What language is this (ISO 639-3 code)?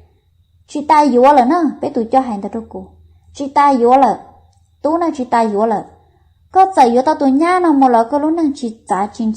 hmn